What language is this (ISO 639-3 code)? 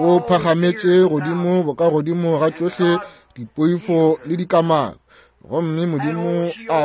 nso